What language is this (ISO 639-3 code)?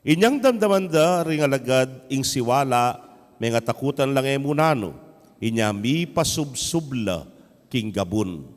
pam